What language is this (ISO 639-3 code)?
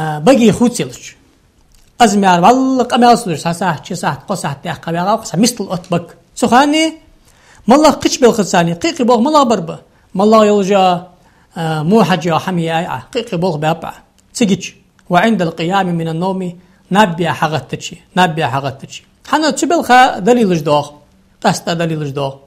inh